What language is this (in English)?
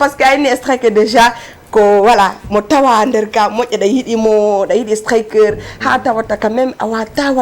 Fula